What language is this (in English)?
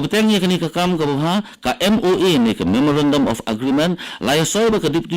Khasi